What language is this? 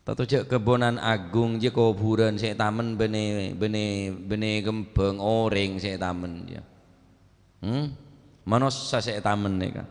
Madurese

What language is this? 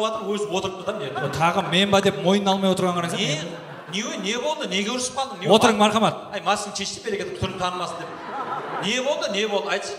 Kara-Kalpak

